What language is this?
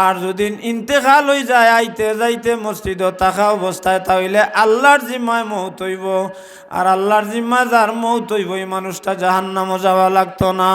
Sylheti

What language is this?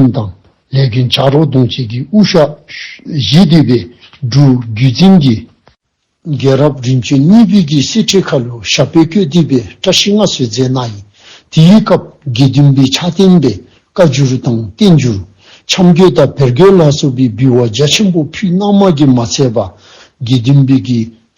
Dzongkha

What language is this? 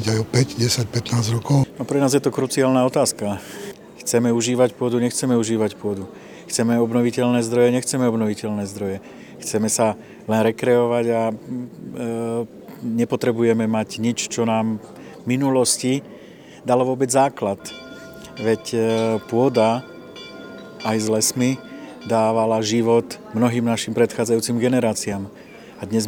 Slovak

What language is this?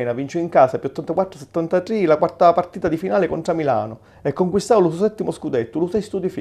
Sicilian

